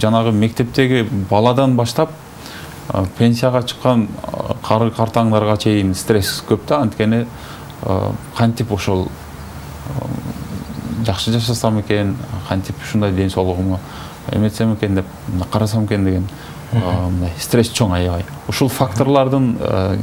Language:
Kyrgyz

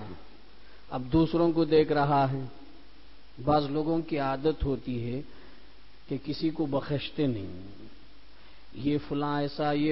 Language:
Urdu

